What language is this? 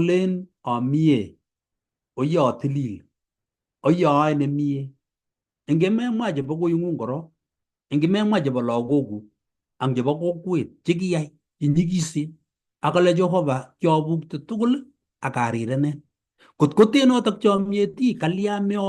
Kalenjin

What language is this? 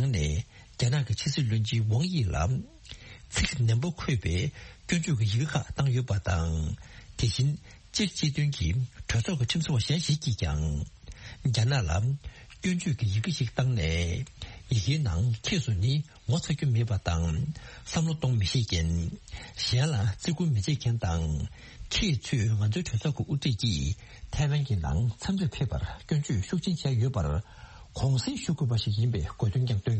Tibetan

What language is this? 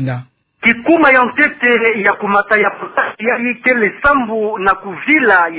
Kituba (Democratic Republic of Congo)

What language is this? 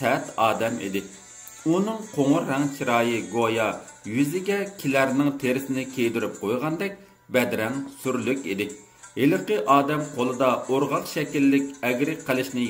Uyghur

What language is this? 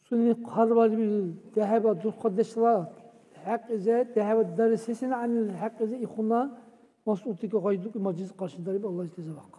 Dargwa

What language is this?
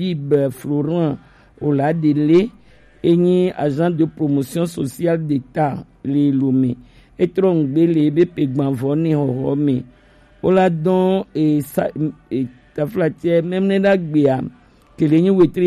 Gen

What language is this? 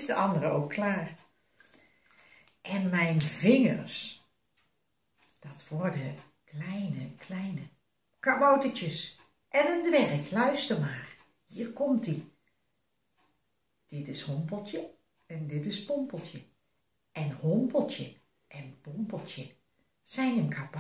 Dutch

